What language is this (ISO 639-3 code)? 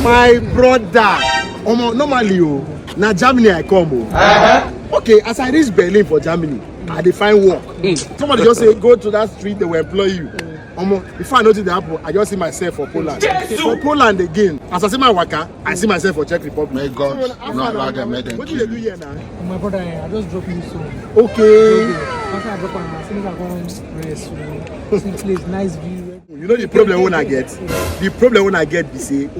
pcm